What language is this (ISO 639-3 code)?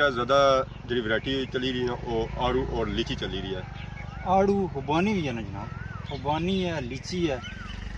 phr